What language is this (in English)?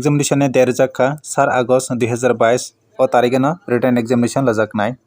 Kok Borok